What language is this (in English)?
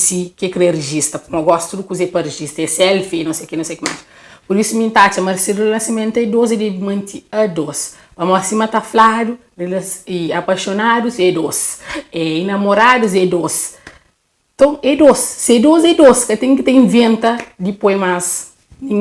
Kabuverdianu